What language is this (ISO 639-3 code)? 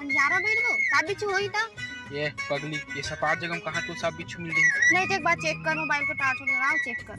hne